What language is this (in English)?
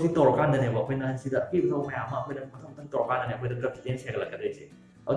Manipuri